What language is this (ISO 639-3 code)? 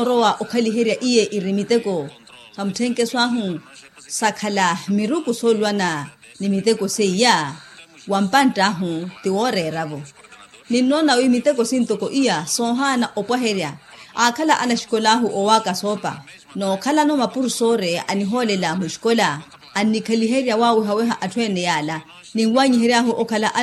vmw